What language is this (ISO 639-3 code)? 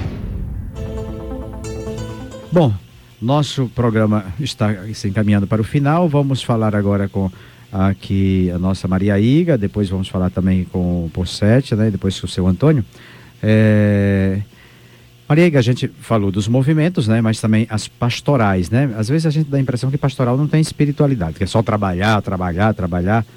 por